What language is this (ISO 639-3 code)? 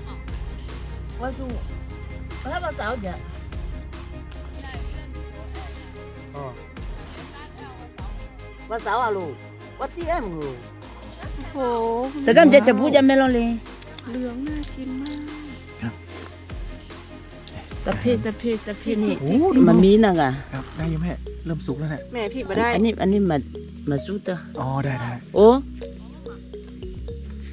tha